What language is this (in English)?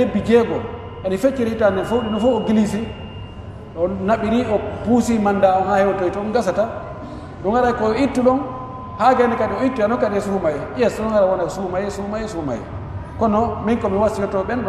Pular